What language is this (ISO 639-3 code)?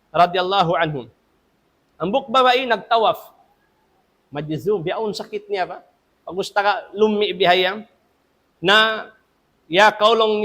tsg